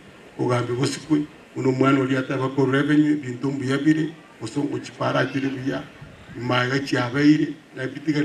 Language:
Gusii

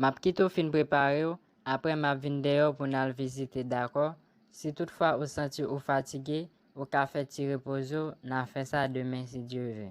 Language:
Haitian Creole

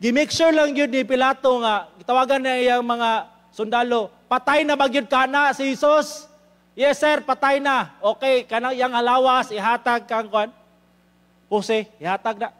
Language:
Cebuano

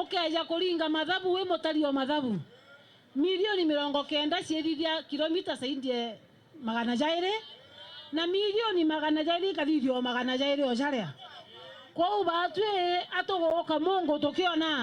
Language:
Meru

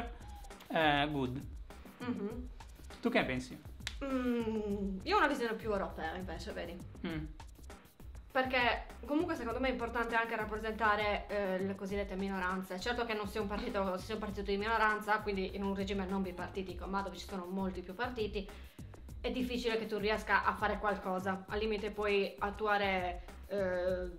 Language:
Italian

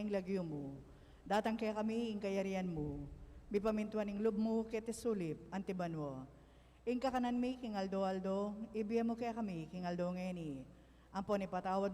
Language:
Pampanga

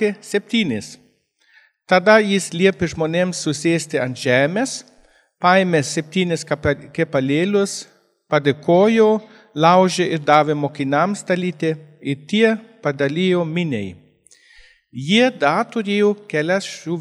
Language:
Lithuanian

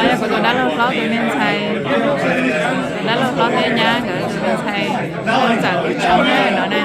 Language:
Hmong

